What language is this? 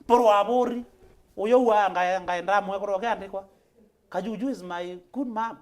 Meru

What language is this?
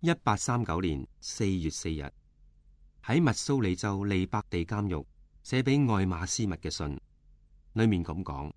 Cantonese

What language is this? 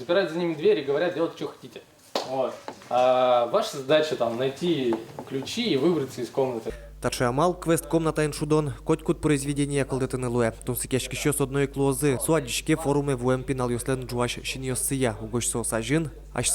Udmurt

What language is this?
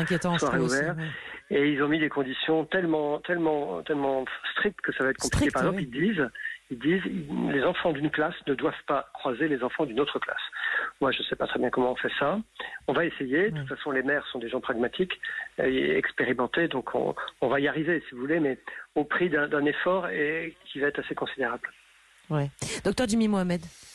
French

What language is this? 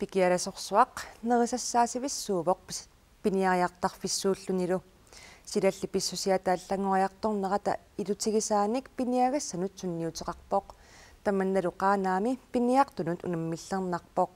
Kalaallisut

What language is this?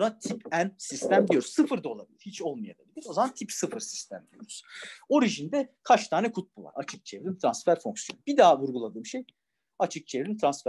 Turkish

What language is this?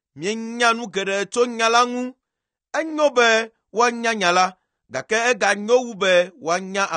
Ewe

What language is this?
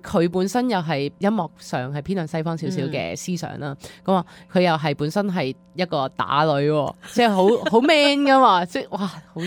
Cantonese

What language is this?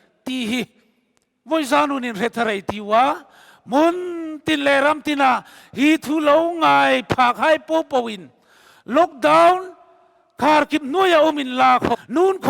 Hmar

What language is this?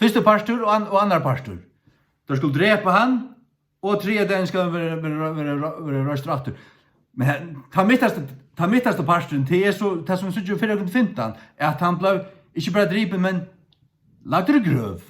Faroese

